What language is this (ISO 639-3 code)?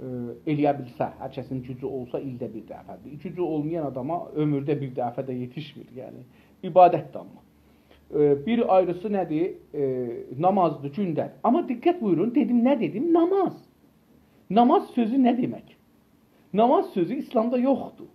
azb